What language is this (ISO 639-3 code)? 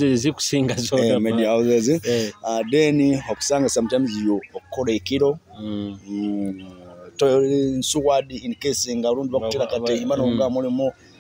nyo